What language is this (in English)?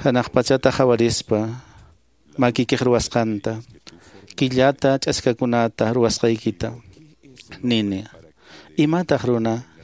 Quechua